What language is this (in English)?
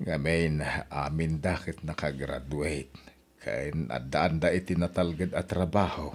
Iloko